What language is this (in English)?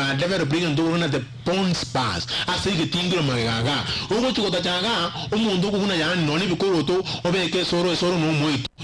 Gusii